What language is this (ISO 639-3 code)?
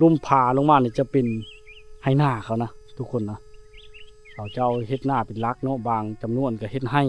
lao